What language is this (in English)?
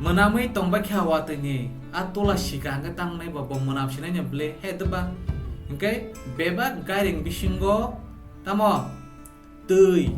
Kok Borok